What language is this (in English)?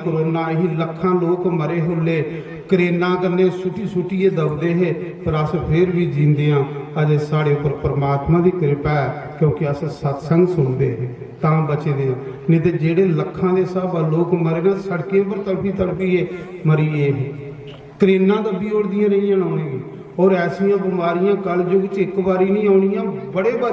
Dogri